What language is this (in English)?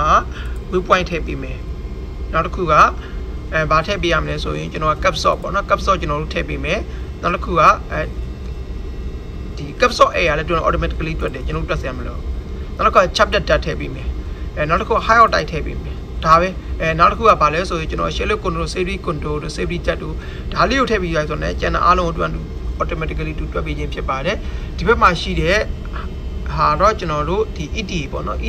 Burmese